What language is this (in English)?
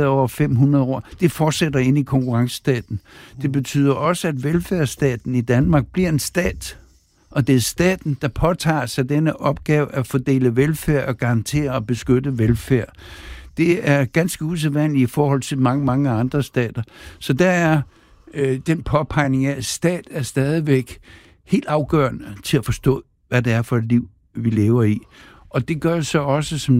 Danish